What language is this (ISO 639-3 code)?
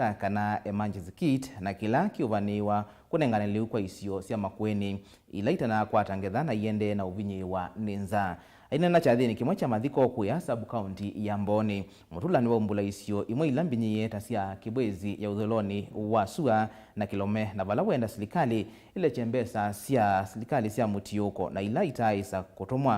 kam